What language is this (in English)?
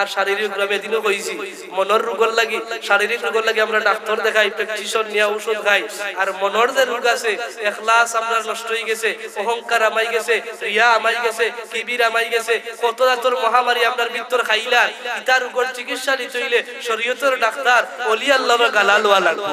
Sylheti